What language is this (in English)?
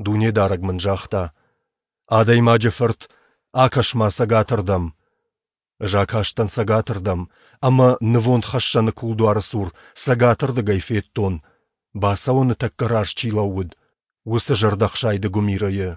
Ossetic